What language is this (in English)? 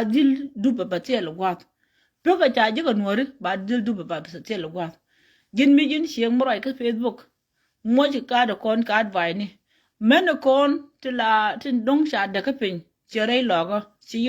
Nuer